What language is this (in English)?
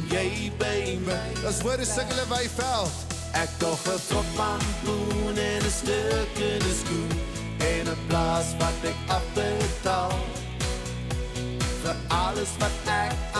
Afrikaans